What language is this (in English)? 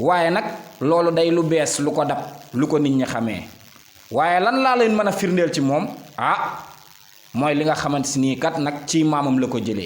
Wolof